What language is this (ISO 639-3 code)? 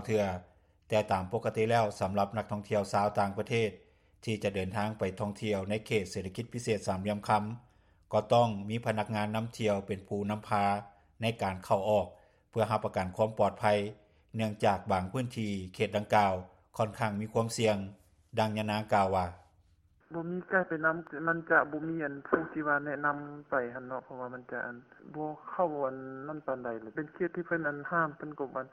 lao